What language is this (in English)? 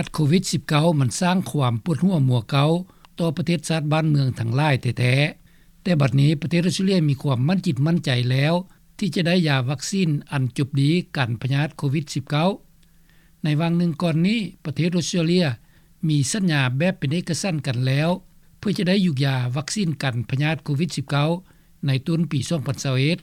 Lao